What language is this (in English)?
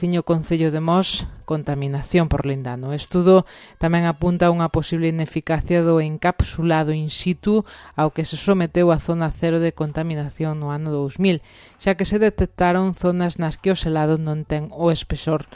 Galician